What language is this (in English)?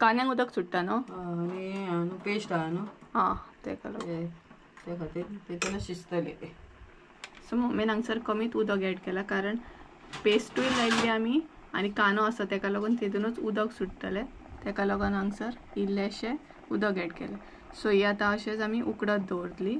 Konkani